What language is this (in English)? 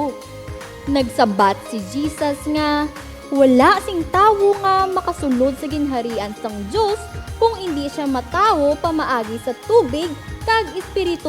Hiligaynon